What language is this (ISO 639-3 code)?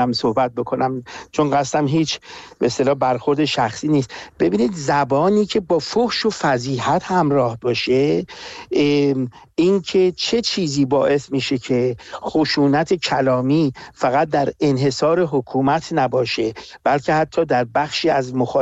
fas